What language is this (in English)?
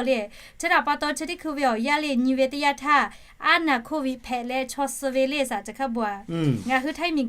Lahu